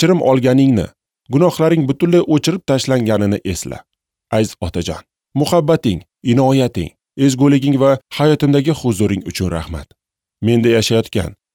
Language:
Uzbek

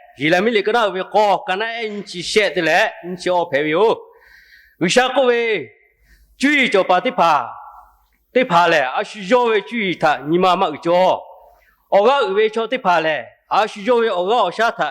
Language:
Lahu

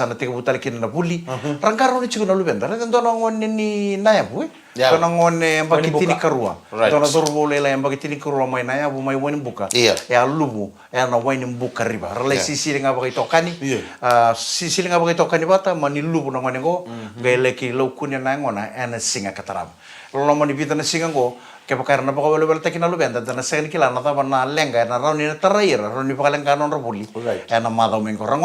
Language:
Fijian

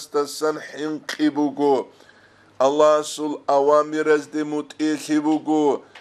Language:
Avaric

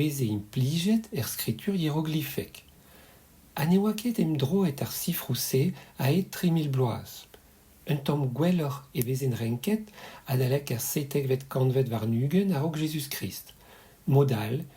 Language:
Breton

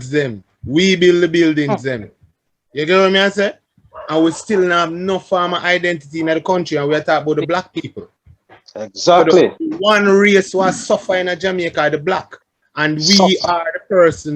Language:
Jamaican Creole English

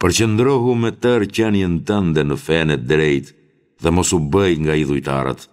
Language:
Albanian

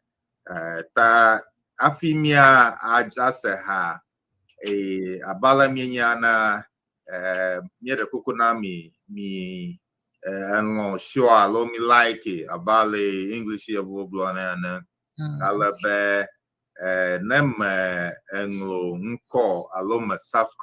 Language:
Ewe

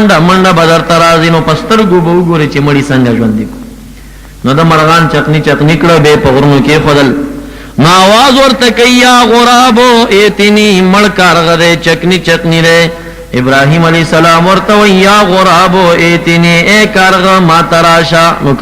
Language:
Pashto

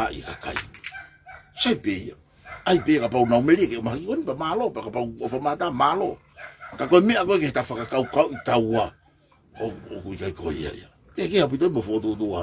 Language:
Tongan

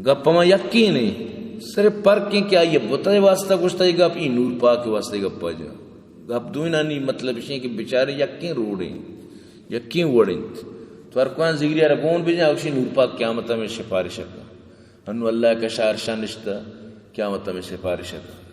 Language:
Baluchi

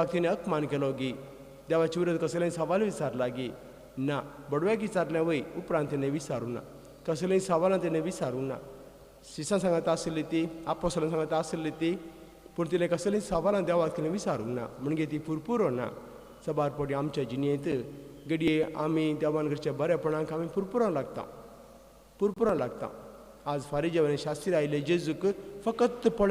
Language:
Konkani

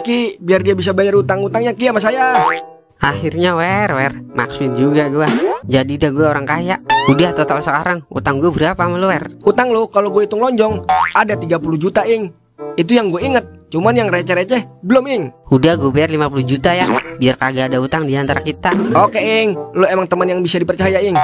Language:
Betawi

